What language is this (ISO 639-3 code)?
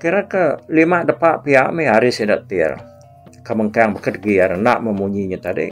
iba